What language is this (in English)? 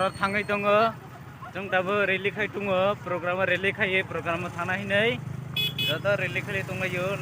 Kok Borok